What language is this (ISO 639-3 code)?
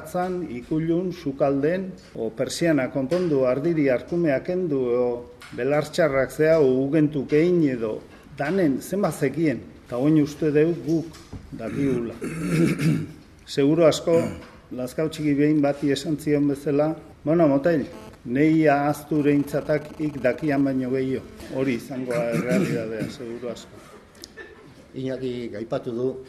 eus